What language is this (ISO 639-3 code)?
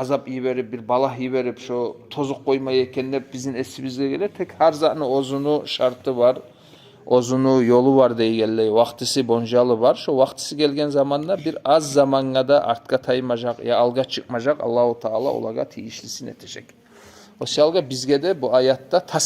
kum